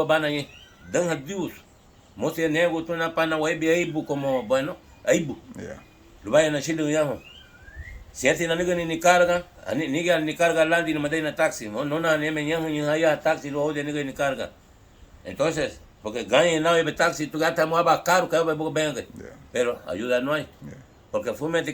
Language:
Garifuna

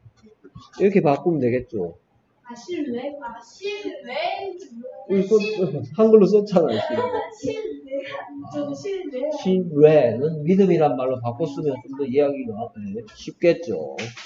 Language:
Korean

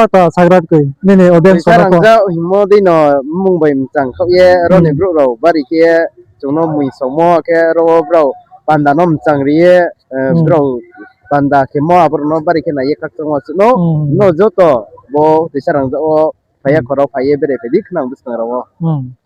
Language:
Riang (India)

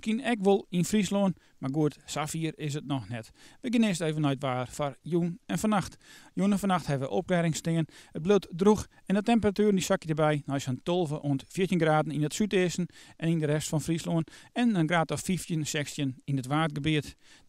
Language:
Western Frisian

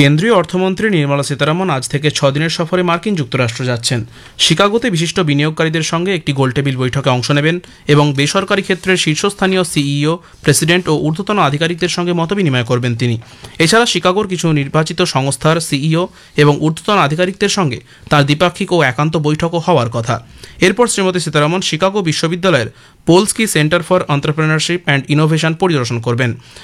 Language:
Bangla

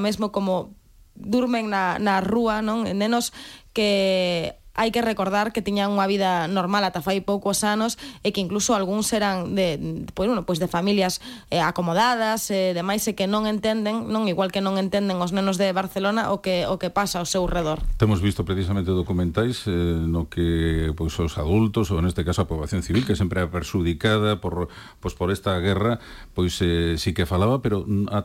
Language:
Galician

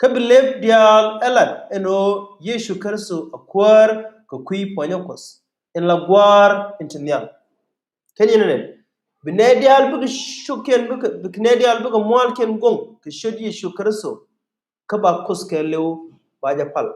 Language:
Nuer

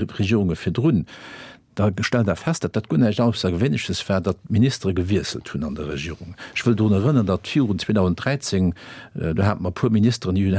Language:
Luxembourgish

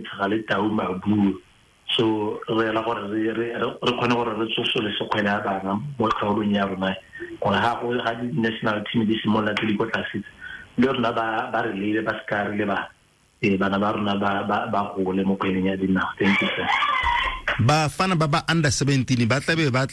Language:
Tswana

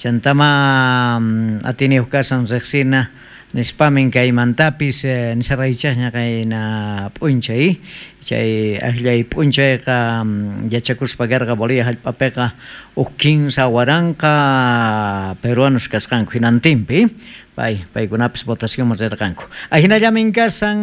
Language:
South Bolivian Quechua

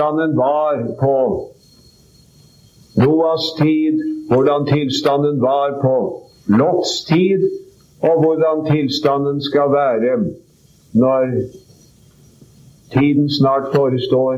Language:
Norwegian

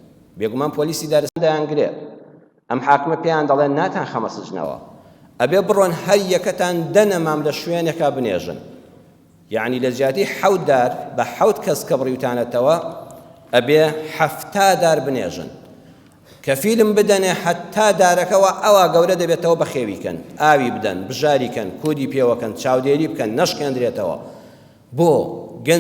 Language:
Central Kurdish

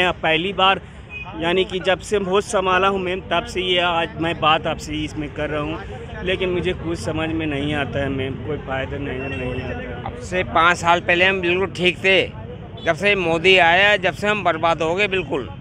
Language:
Hindi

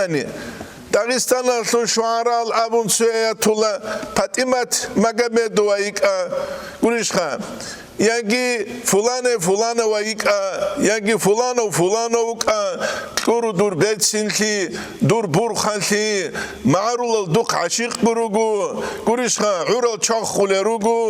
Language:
Avaric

